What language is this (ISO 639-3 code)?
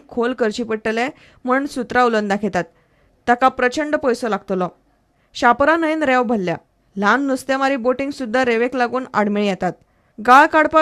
kok